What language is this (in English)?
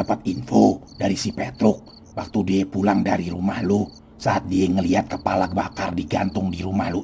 Betawi